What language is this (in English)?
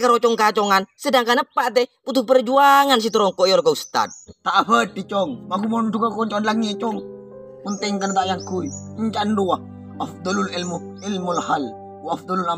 Madurese